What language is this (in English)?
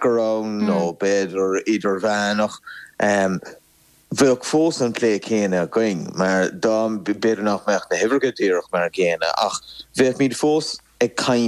Irish